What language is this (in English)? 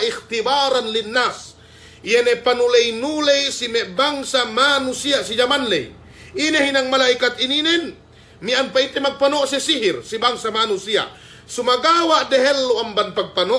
Yakan